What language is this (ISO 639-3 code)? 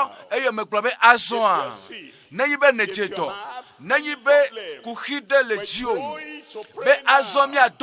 ewe